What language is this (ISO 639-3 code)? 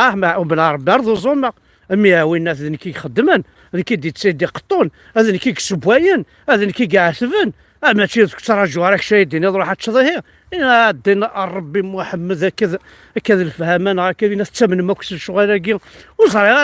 kab